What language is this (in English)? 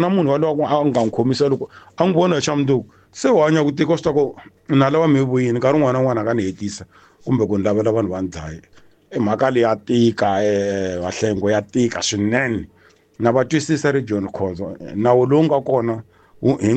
Tsonga